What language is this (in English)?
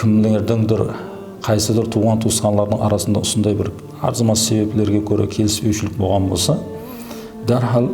Kara-Kalpak